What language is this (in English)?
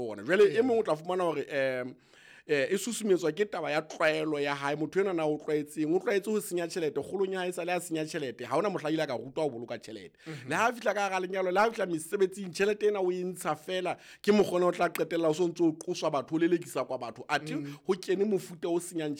Southern Sotho